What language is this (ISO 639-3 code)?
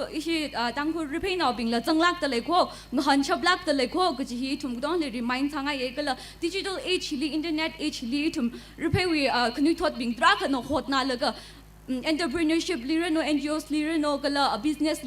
nmf